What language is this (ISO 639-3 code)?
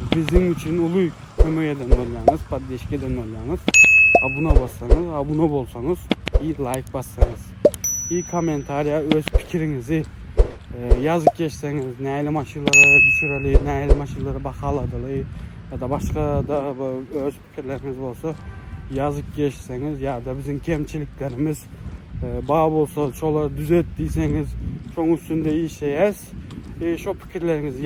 tuk